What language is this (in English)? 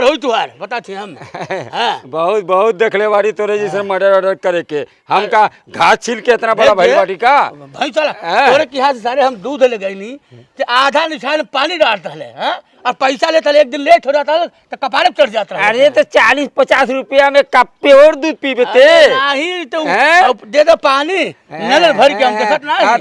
Bhojpuri